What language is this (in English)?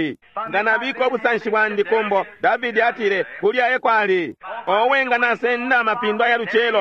Bemba